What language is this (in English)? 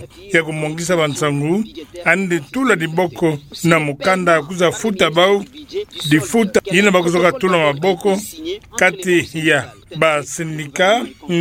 Kituba (Democratic Republic of Congo)